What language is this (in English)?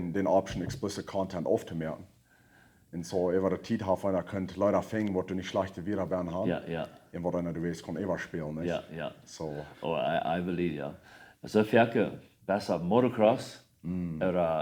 Plautdietsch